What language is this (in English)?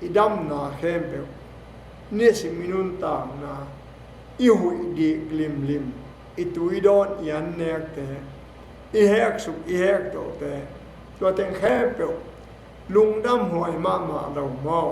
Tedim Chin